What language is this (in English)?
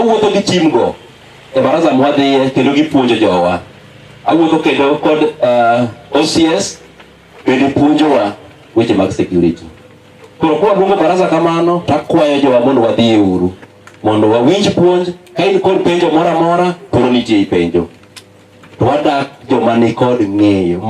Luo (Kenya and Tanzania)